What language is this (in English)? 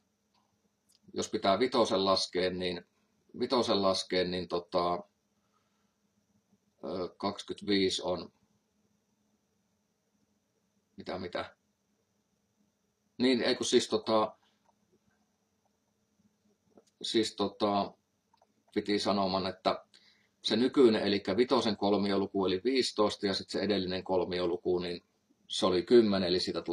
Finnish